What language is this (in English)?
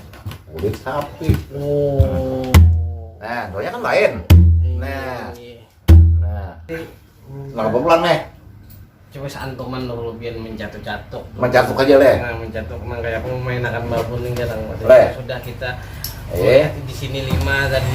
Banjar